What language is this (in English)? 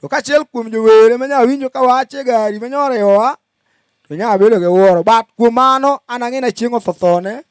Luo (Kenya and Tanzania)